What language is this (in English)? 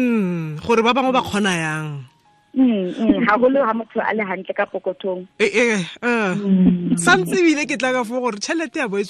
Tswana